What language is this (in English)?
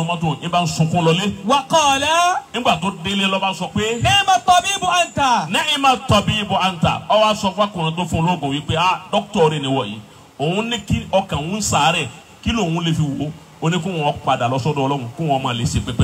Yoruba